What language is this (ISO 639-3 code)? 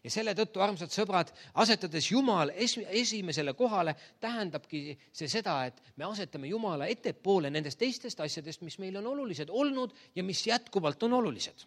est